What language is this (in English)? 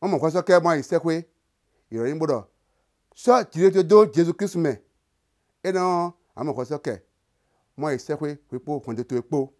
Somali